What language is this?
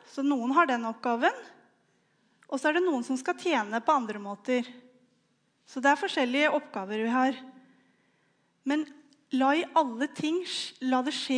Norwegian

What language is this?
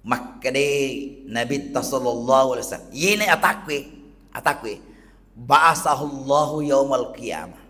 Buginese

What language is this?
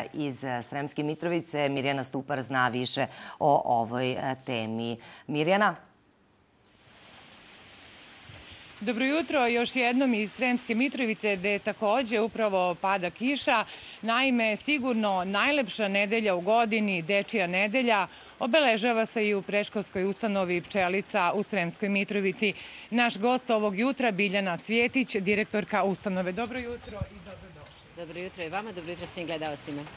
Serbian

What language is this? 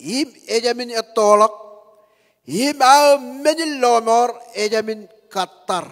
Marshallese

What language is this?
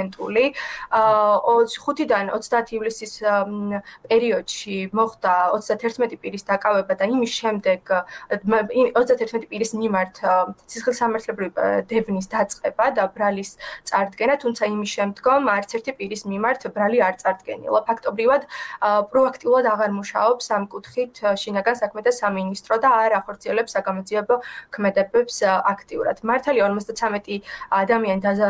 Georgian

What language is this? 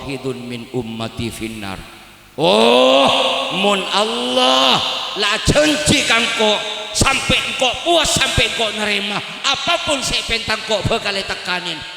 Madurese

